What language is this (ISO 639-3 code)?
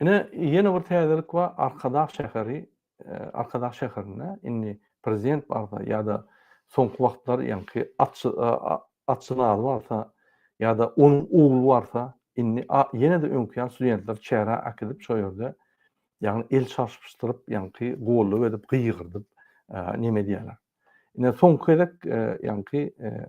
tuk